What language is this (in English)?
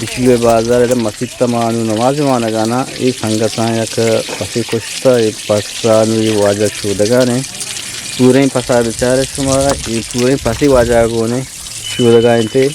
Eastern Balochi